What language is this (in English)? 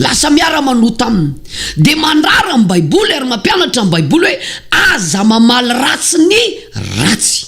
Malagasy